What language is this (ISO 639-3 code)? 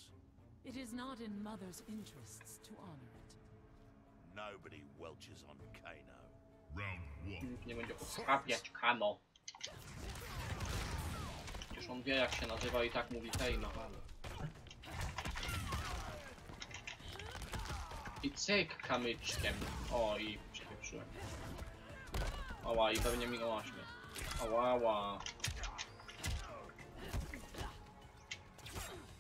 pol